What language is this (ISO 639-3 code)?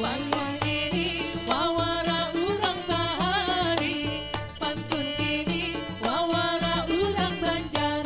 bjn